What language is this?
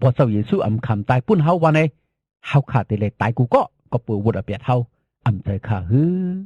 Shan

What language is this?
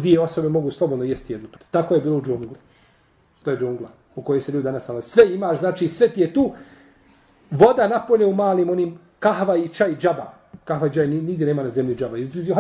Bosnian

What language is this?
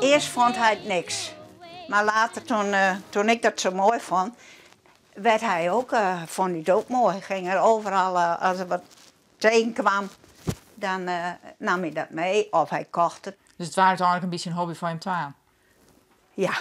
Western Frisian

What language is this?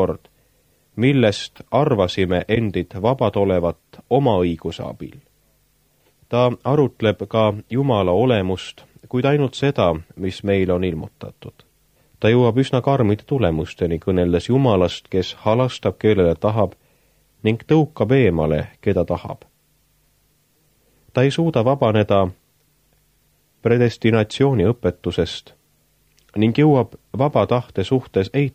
Estonian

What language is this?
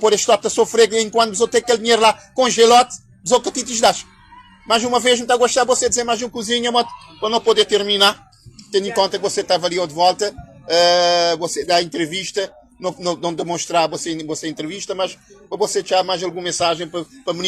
Kabuverdianu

